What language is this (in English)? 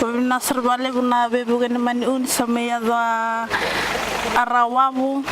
Fijian